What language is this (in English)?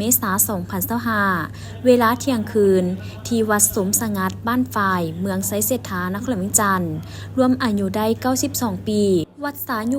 Lao